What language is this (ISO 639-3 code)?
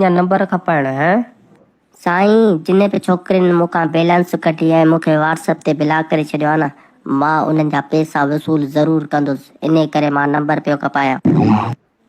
snd